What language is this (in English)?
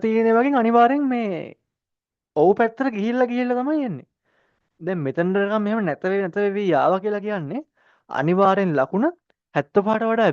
Sinhala